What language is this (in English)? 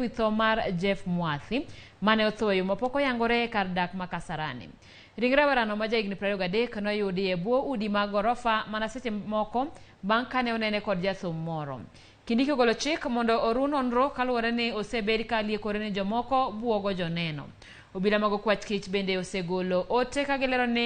Luo (Kenya and Tanzania)